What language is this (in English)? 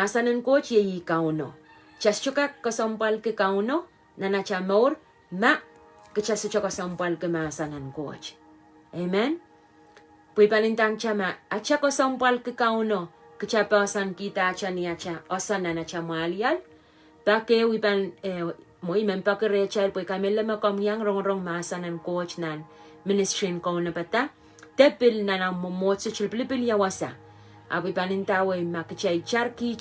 Pohnpeian